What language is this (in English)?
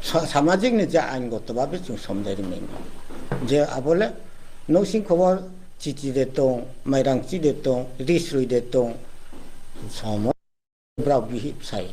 Riang (India)